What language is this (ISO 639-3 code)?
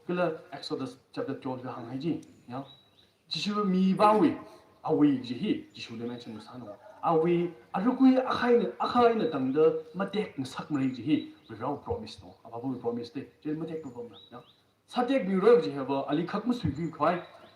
nmf